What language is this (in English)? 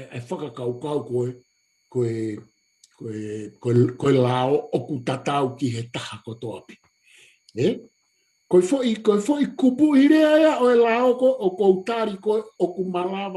Tongan